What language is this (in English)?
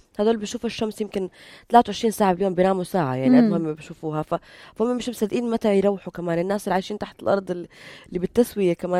North Levantine Arabic